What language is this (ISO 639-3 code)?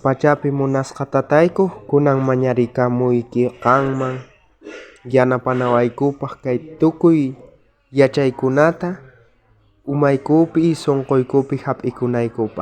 quh